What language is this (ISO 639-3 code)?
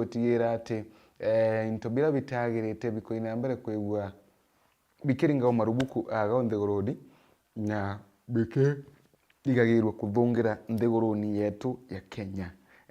mer